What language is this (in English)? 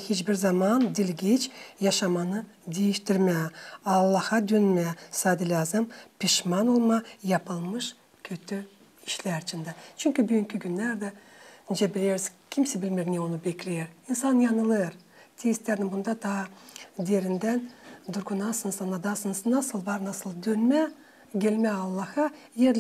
Gagauz